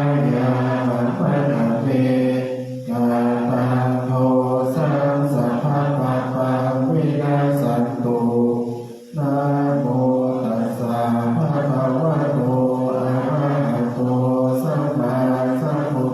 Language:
Pali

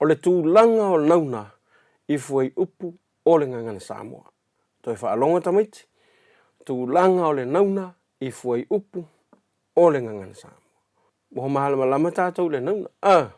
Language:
Samoan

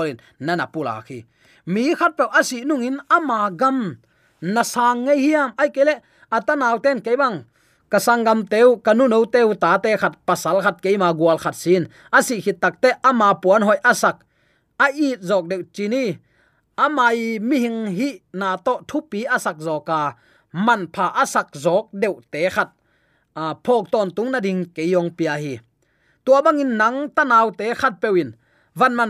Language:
Tedim Chin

